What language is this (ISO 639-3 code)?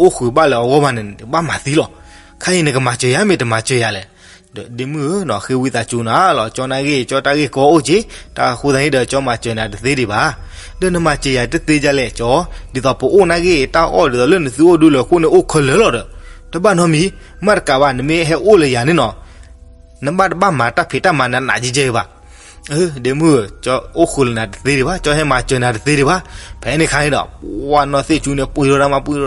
ksw